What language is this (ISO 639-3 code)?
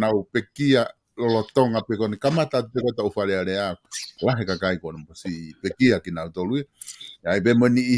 ton